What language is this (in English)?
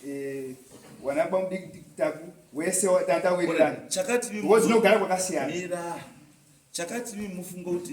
Shona